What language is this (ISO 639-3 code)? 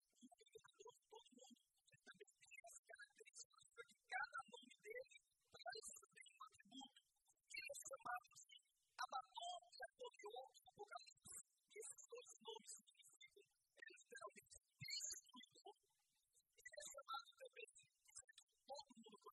por